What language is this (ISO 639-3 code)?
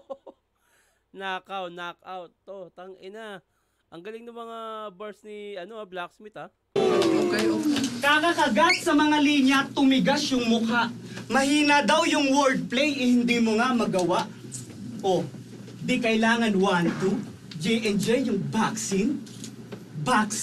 fil